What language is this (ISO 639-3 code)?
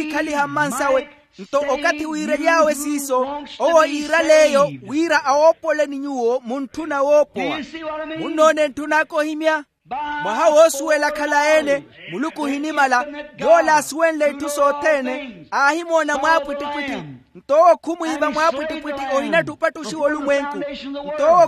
vmw